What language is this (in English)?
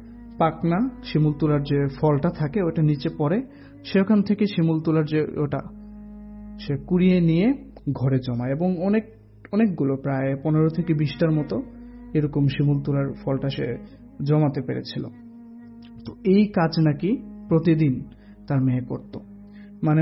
Bangla